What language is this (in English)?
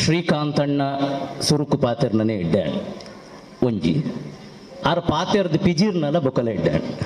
Tulu